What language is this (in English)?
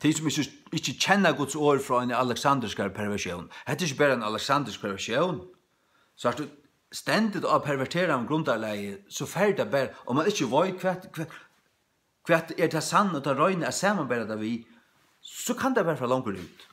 Faroese